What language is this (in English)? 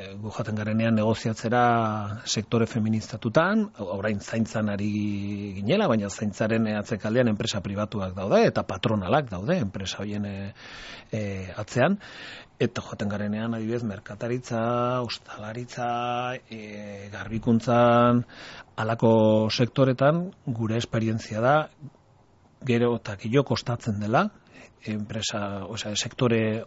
Basque